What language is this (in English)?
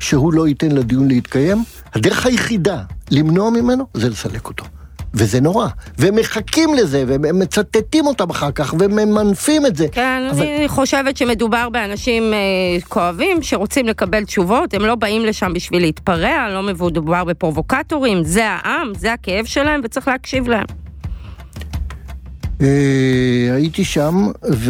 Hebrew